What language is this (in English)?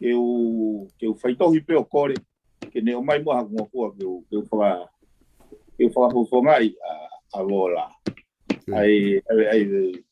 Tongan